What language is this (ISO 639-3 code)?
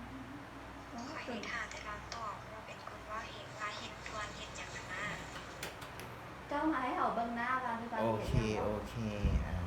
lao